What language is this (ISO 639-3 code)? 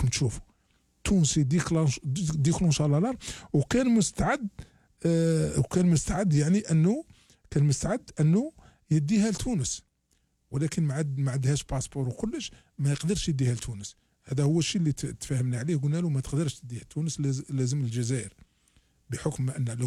arq